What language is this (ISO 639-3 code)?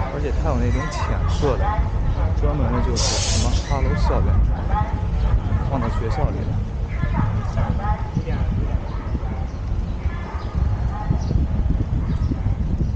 zho